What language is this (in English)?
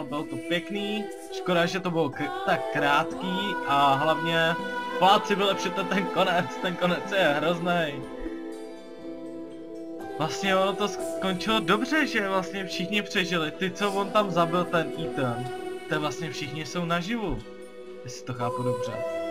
Czech